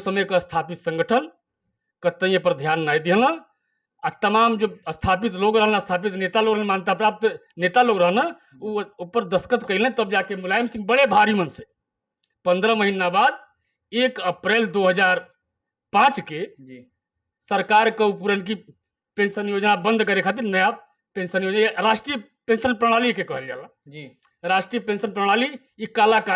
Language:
Bhojpuri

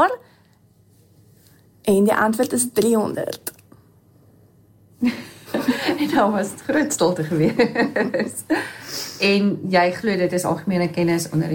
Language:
Afrikaans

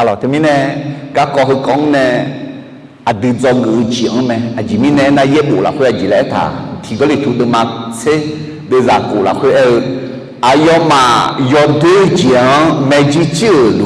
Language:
Akha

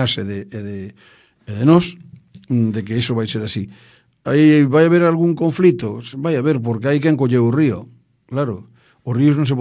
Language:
Galician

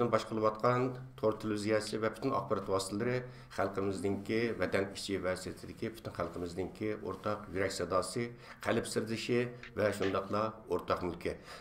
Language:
Uyghur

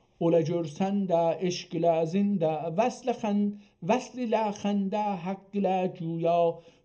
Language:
South Azerbaijani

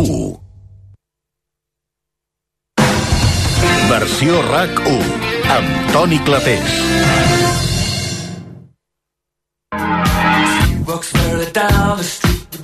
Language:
Catalan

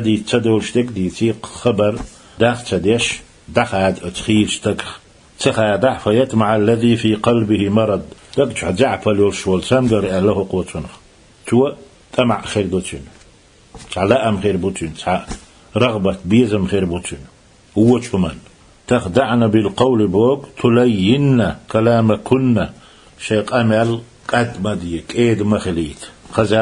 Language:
Chechen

